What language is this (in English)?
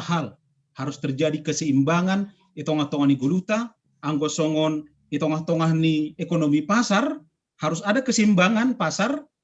Batak Simalungun